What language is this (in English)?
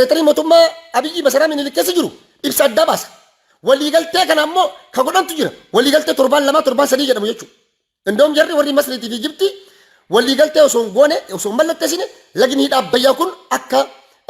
Oromo